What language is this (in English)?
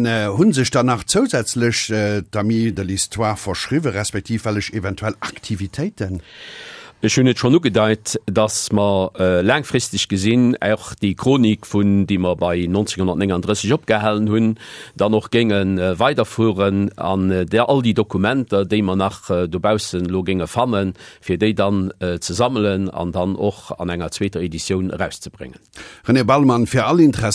Luxembourgish